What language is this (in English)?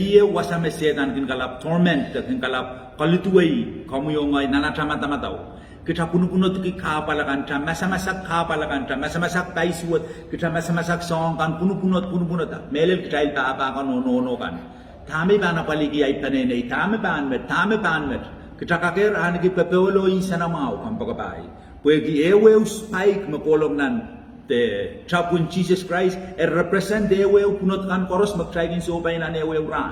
Pohnpeian